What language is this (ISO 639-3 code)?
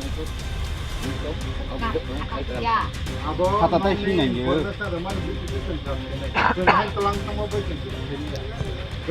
trp